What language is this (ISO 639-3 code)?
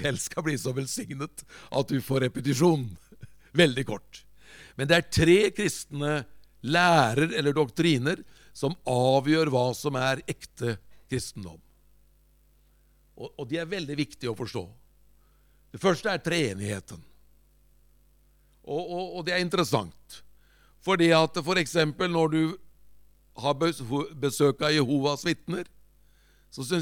nor